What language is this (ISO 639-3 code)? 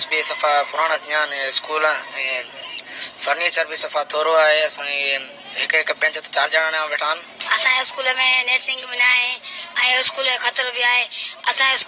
snd